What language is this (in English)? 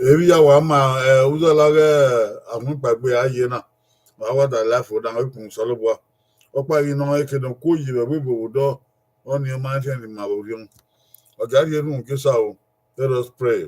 Bini